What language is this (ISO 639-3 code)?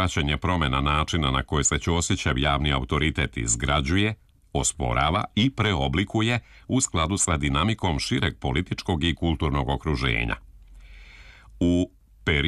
srp